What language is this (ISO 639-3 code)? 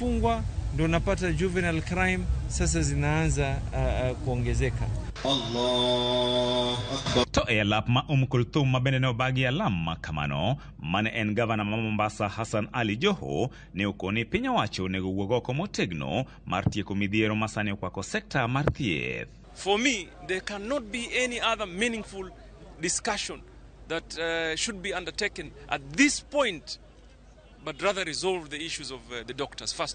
luo